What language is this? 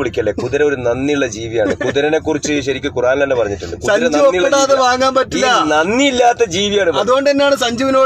Malayalam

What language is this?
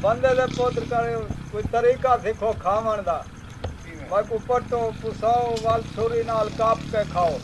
Saraiki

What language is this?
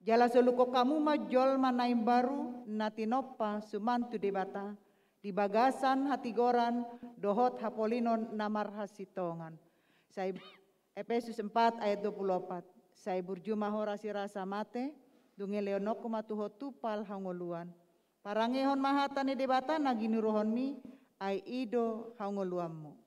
Batak Toba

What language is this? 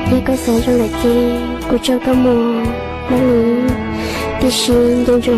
Hmong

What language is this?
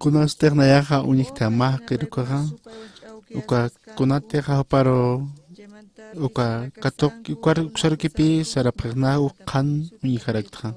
Aymara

